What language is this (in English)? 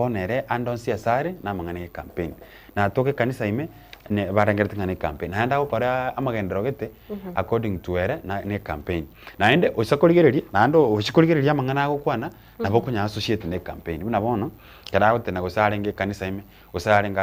Gusii